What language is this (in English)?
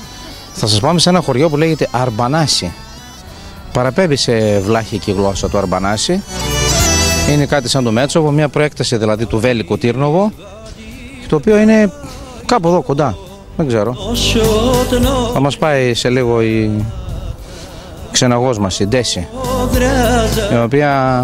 Greek